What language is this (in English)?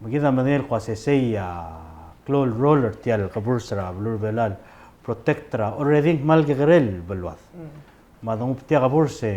Palauan